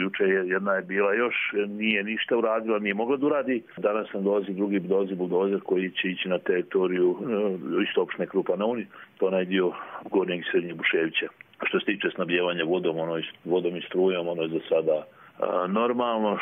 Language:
Bosnian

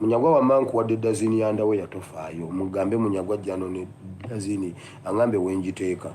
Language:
Ganda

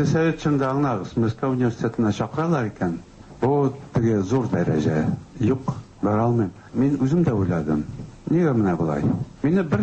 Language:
Tatar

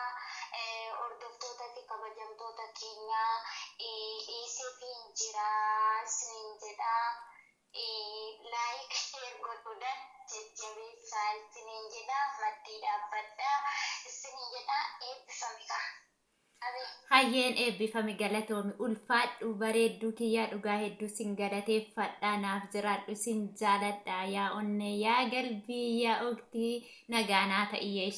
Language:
Oromo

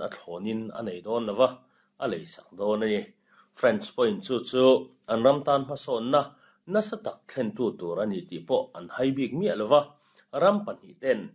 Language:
Mizo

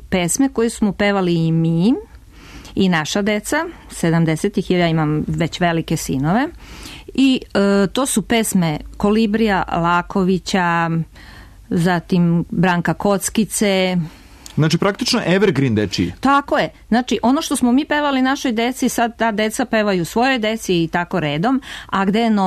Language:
Serbian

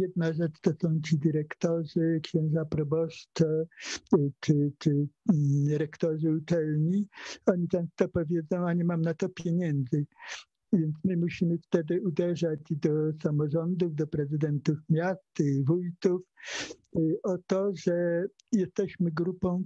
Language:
Polish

